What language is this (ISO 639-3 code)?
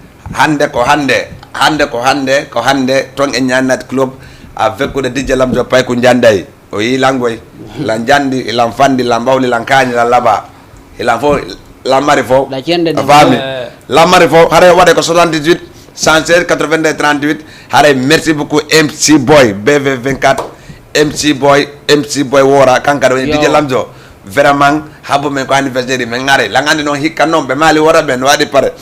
ful